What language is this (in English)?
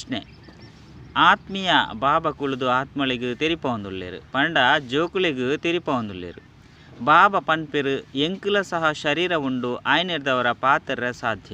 Tulu